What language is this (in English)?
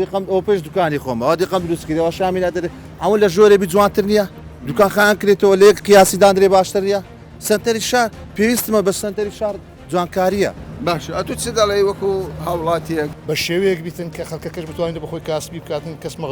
Central Kurdish